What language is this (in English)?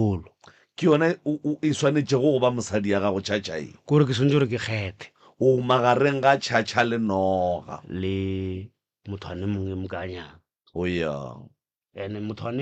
Northern Sotho